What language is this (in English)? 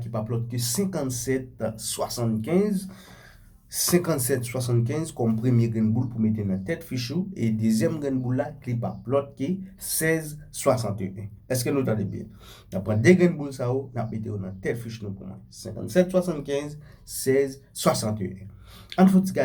Haitian Creole